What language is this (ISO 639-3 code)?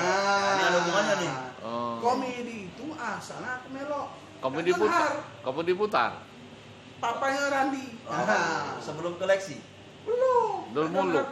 mui